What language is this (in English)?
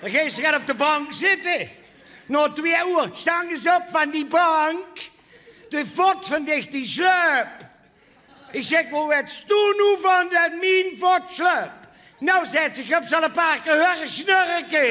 Limburgish